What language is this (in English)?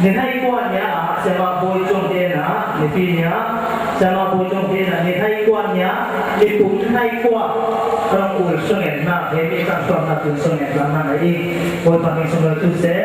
Falam Chin